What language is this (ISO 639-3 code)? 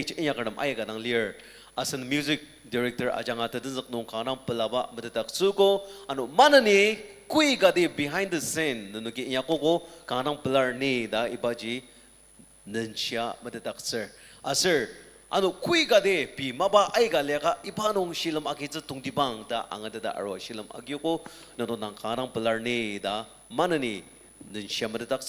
njo